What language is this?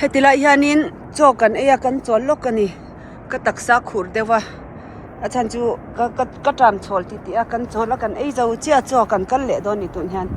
Mizo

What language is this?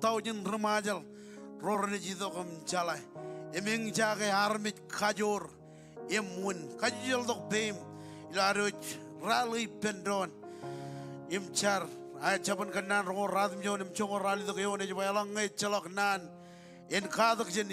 Marshallese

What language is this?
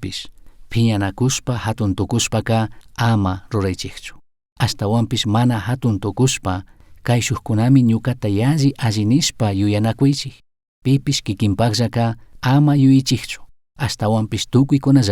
Chimborazo Highland Quichua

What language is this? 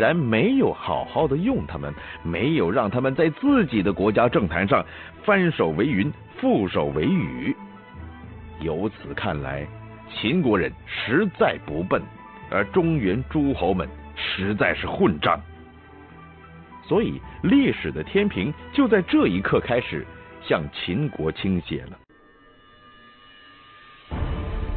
Chinese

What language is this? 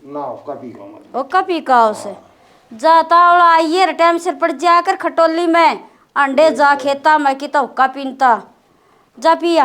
Haryanvi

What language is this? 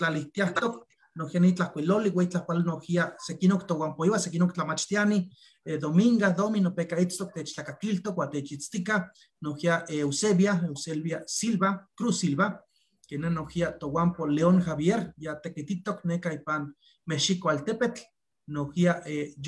Eastern Huasteca Nahuatl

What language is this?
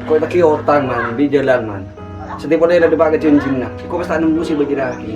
Madurese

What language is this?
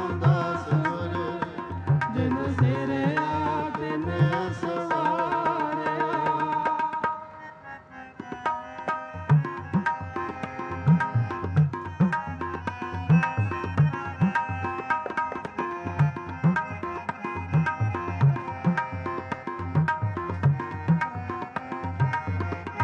Punjabi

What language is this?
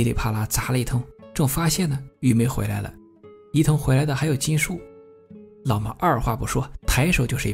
Chinese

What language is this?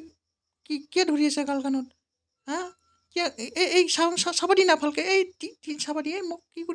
Assamese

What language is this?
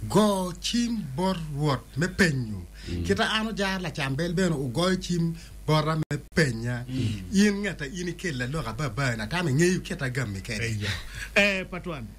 Acoli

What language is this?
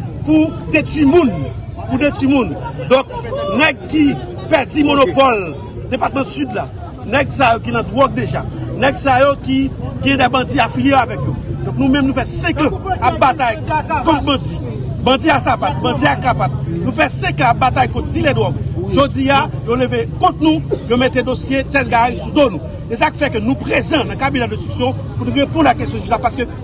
Haitian Creole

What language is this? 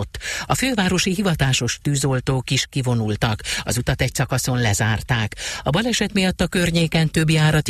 Hungarian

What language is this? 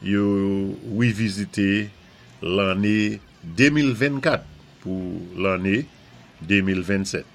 Saint Lucian Creole French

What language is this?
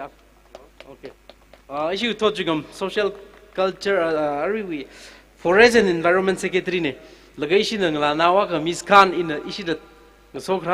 Tangkhul Naga (India)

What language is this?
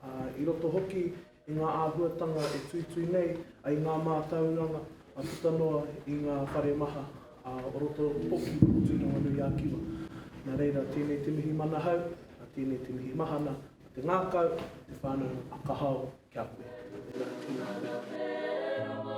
Māori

